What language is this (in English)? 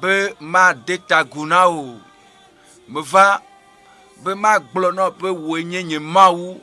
Ewe